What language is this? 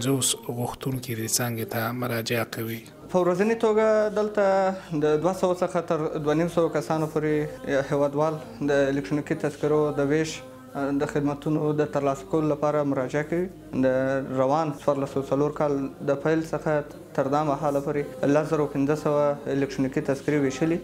Pashto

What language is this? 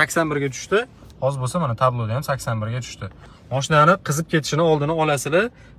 Uzbek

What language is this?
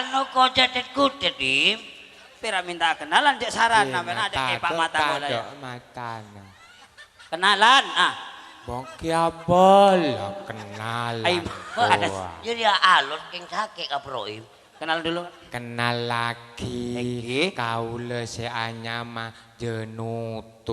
Madurese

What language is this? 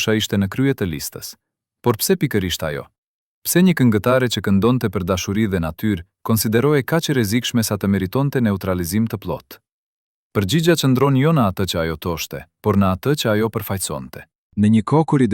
Albanian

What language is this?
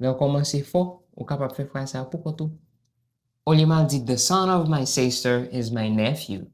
Haitian Creole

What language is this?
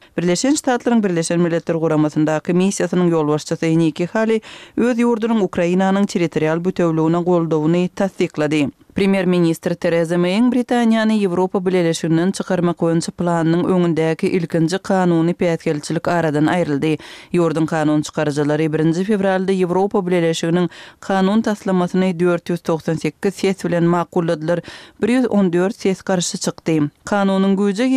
Turkmen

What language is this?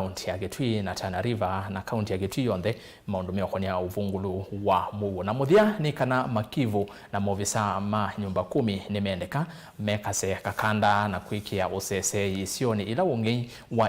Kamba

